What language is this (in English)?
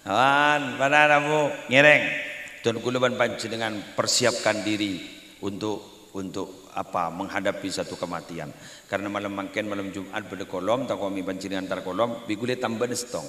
Madurese